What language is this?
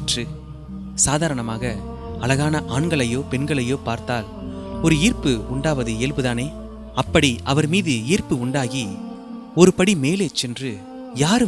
Tamil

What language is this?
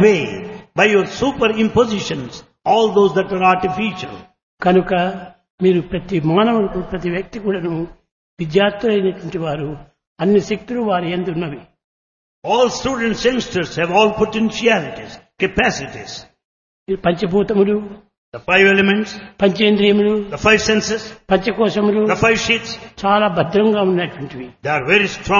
Telugu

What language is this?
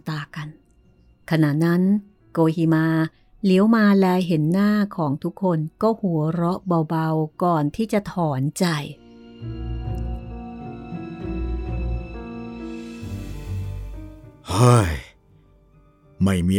Thai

